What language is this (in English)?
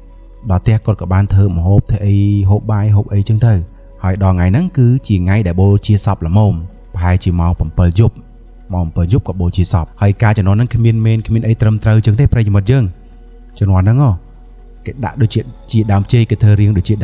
Khmer